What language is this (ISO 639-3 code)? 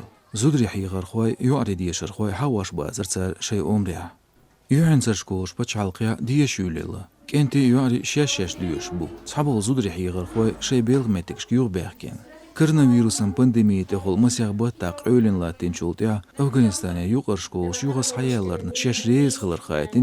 che